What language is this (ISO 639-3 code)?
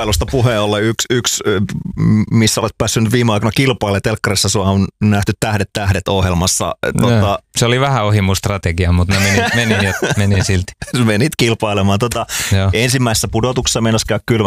fin